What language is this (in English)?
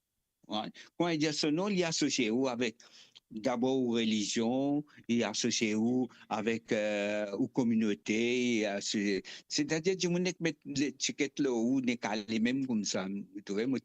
Morisyen